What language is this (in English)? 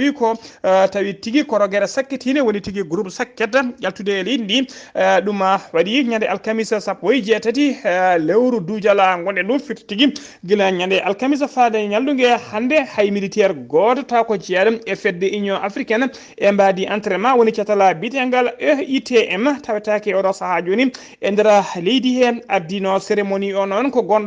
Fula